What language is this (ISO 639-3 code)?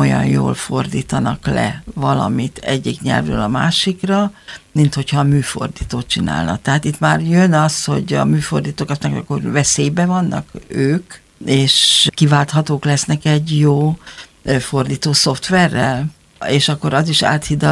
hun